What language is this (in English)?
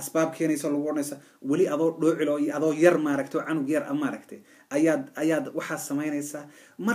Somali